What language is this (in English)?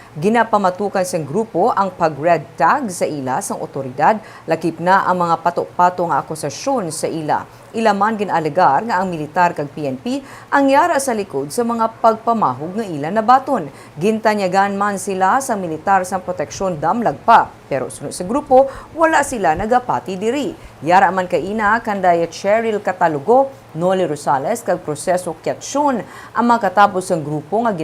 Hiligaynon